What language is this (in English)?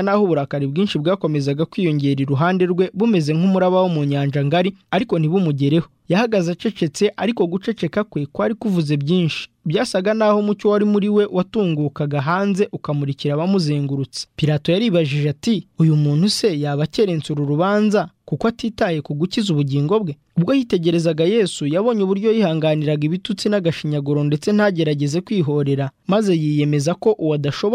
Kinyarwanda